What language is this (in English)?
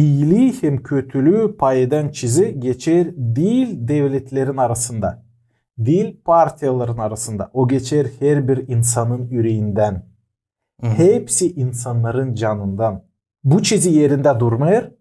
Gagauz